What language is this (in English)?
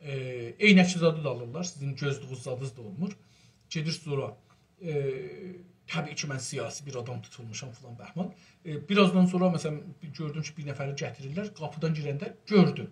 South Azerbaijani